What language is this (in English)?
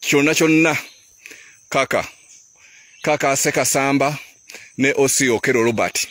Ganda